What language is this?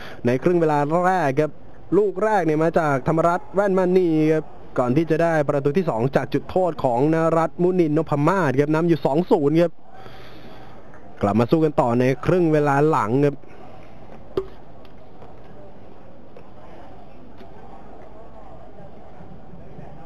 Thai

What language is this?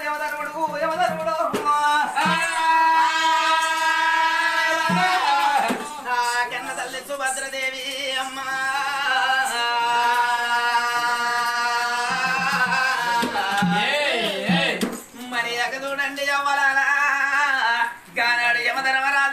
Telugu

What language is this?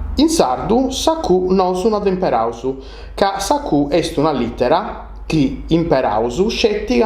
Sardinian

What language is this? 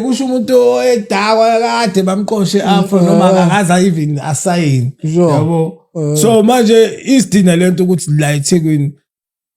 Zulu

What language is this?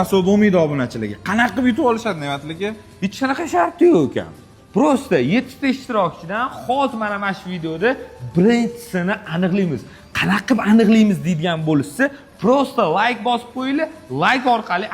Uzbek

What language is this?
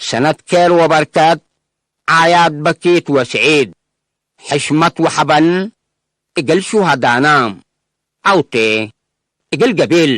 Tigre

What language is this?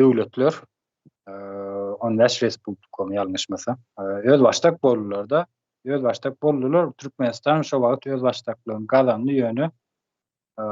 Turkmen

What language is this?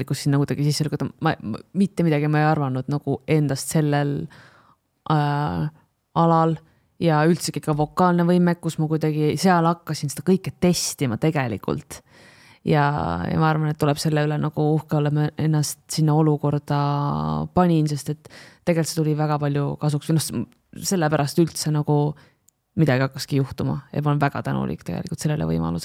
Estonian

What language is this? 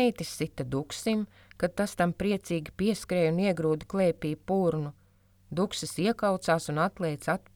Latvian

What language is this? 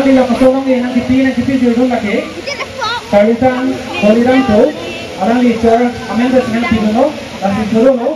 Karbi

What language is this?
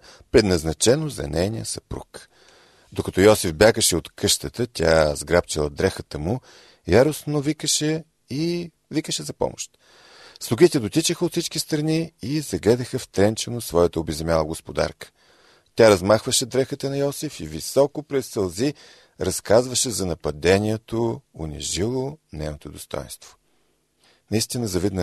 Bulgarian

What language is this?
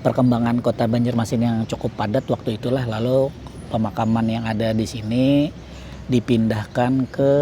Banjar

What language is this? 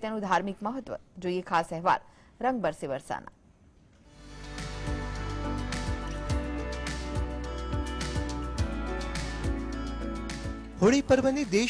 Gujarati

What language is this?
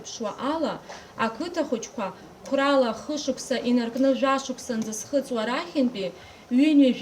Abkhazian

